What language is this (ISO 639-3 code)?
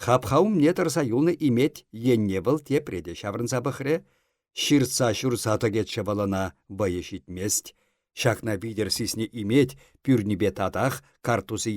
chv